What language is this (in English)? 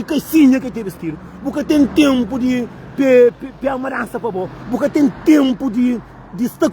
Kabuverdianu